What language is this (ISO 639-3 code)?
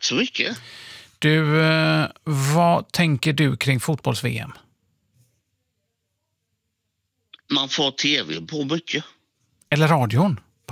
swe